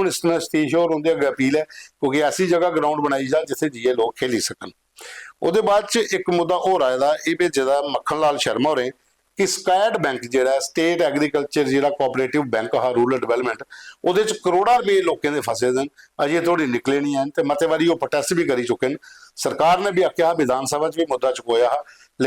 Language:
Dogri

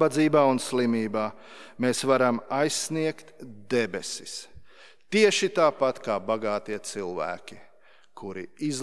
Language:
Latvian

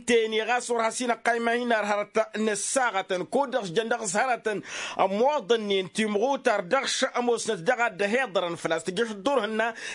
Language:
Tamasheq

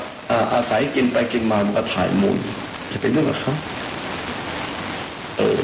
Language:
Thai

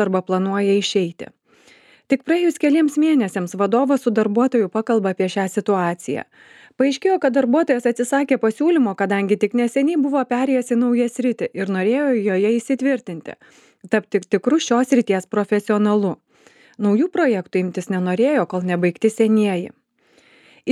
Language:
Lithuanian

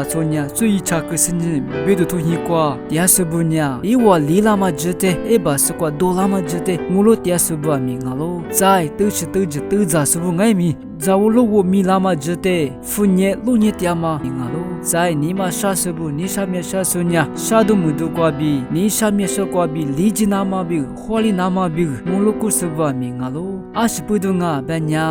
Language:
Lisu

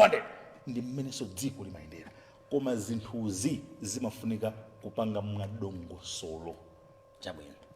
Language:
Nyanja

